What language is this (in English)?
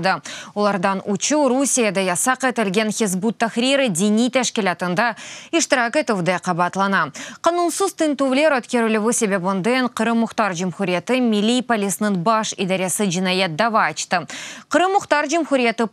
Crimean Tatar